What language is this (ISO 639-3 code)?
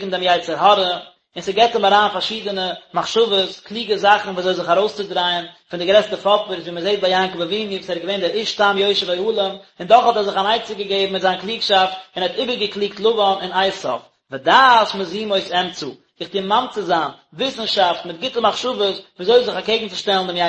yid